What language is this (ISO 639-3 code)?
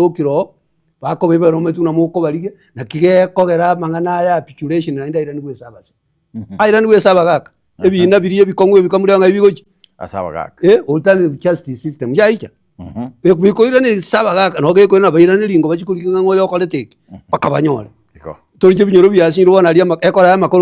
guz